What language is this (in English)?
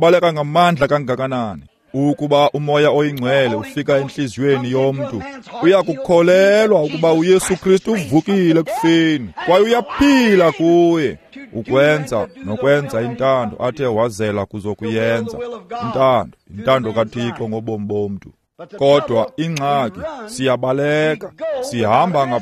Xhosa